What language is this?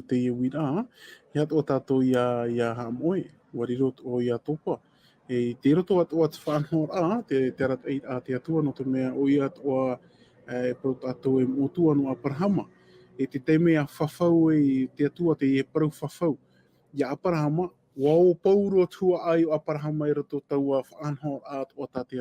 Tahitian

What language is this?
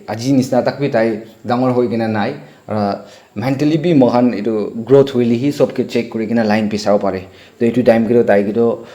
Naga Pidgin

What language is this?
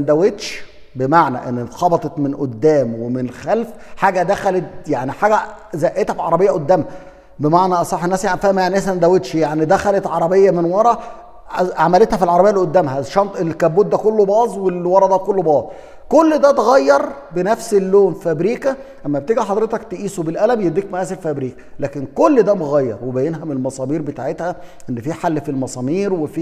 Egyptian Arabic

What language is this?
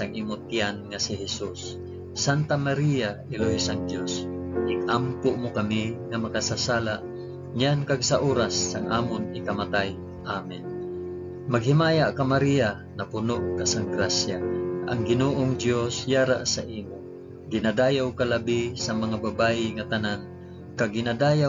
Hiligaynon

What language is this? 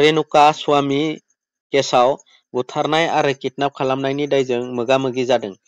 Bodo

